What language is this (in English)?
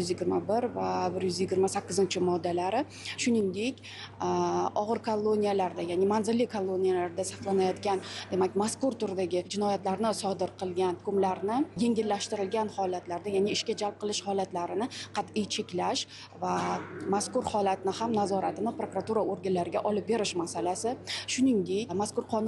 Uzbek